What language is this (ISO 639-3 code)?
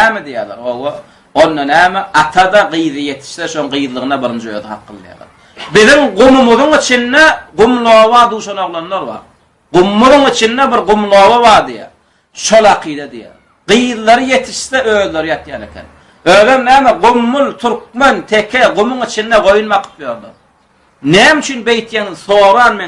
tuk